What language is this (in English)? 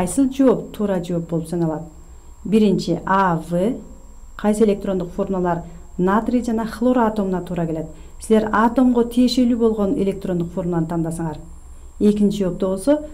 Kyrgyz